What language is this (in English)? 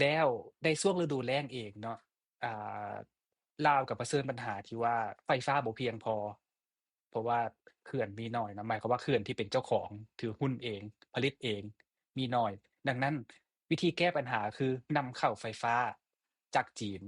Lao